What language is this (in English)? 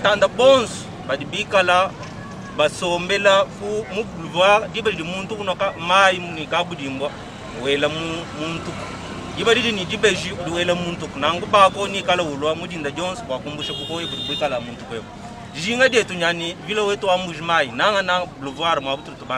Luba-Lulua